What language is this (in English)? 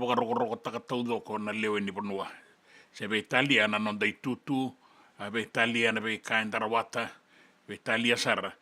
Fijian